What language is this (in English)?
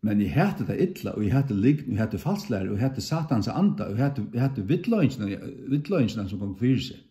Faroese